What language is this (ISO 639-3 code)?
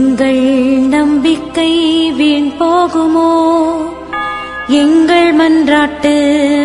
tam